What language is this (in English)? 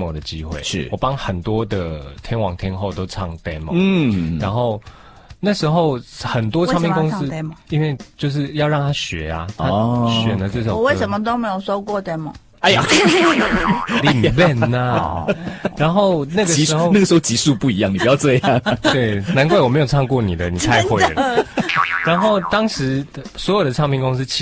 Chinese